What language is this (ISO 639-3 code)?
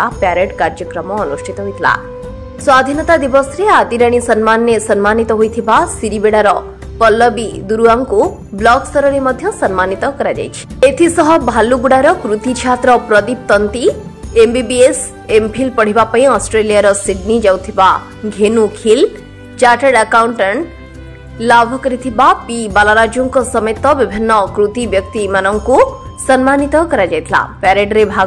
ori